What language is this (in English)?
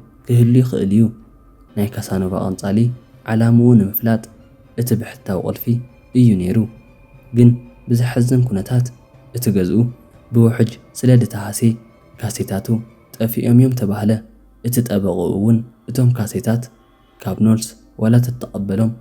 Tigrinya